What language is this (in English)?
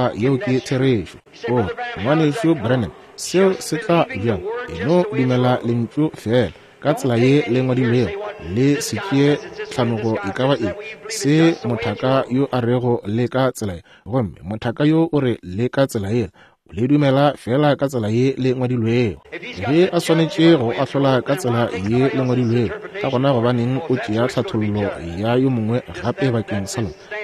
Northern Sotho